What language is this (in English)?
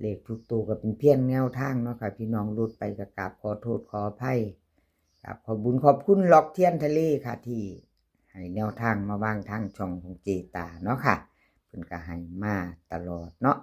Northeastern Thai